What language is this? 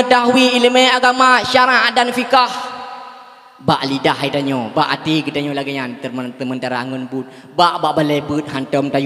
Achinese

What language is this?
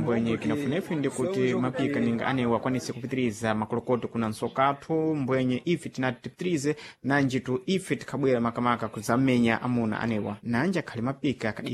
Sena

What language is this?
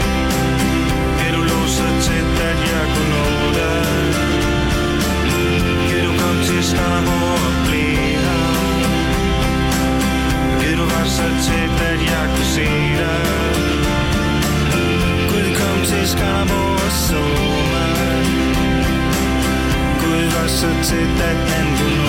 Danish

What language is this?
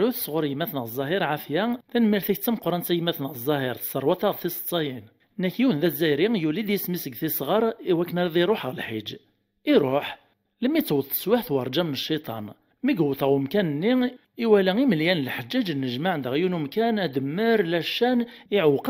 Kabyle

